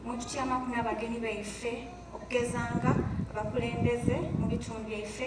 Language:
Soga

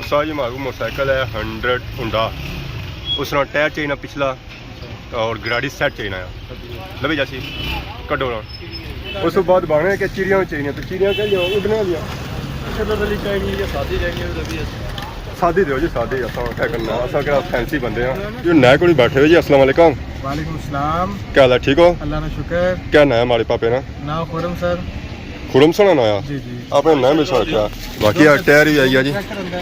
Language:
Pahari-Potwari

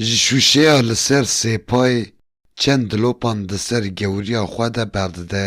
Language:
Kurdish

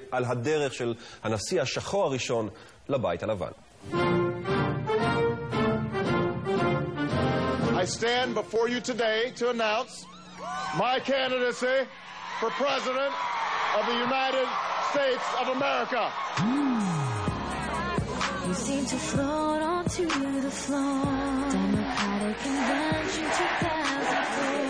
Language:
Hebrew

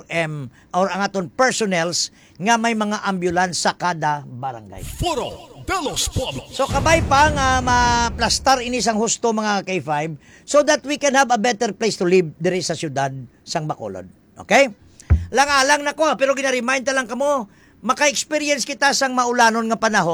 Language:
Hiligaynon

